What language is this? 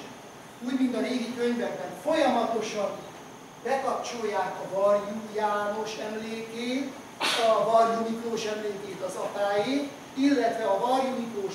Hungarian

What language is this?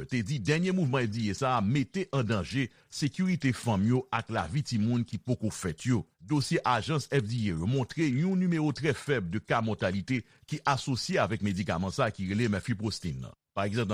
Haitian Creole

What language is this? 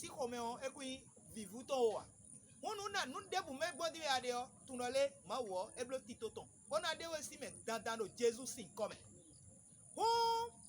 Fon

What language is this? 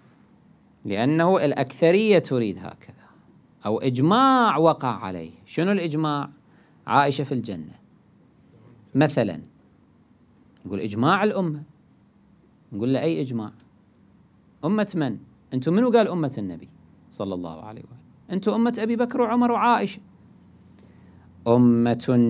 Arabic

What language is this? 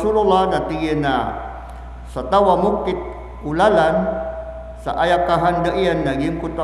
Maranao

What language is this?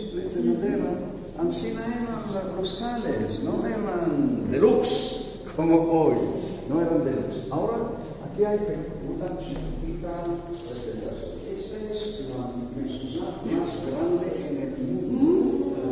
Ladino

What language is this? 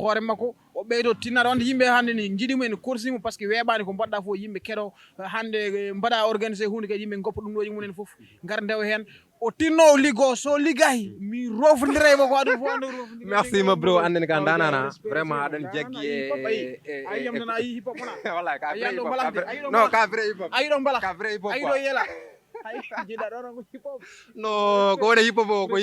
Fula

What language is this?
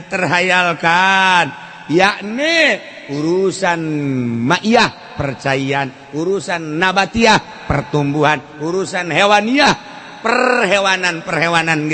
Sundanese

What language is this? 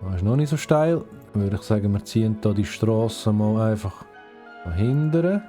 Swiss German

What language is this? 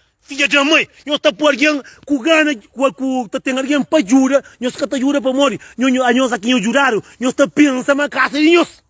Kabuverdianu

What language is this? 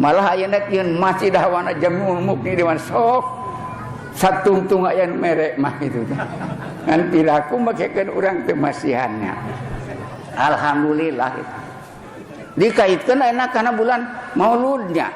Sundanese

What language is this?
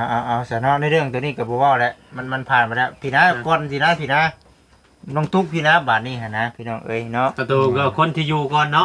Northeastern Thai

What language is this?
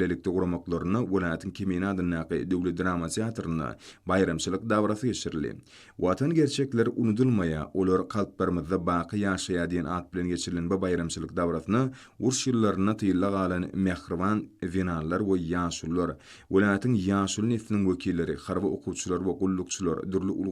Turkmen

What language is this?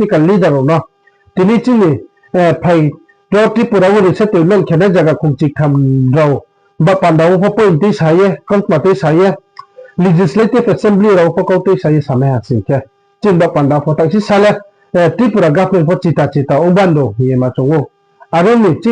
Riang (India)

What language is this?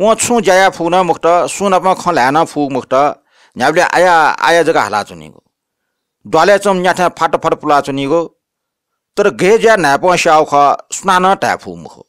Newari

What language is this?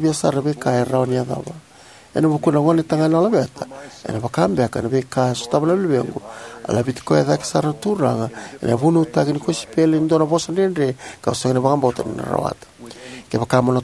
Fijian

